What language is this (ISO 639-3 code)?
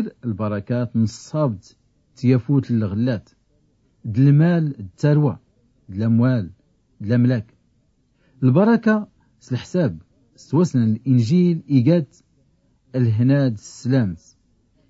shi